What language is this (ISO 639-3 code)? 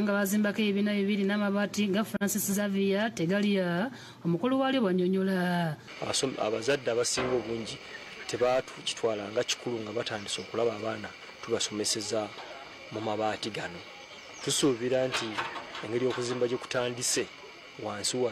lug